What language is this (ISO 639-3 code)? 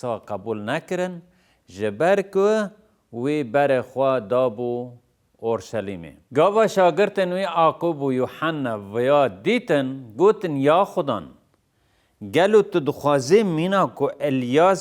kur